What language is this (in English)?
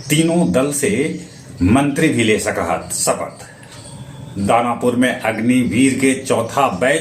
Magahi